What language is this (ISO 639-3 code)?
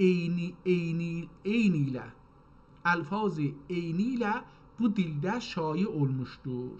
azb